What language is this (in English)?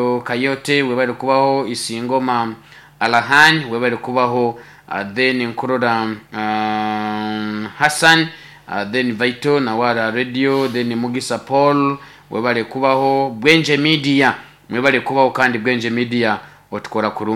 Nyoro